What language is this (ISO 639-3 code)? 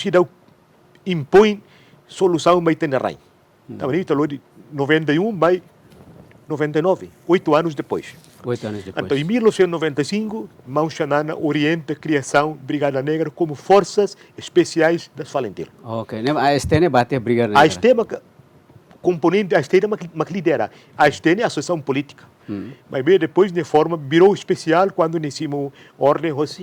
tet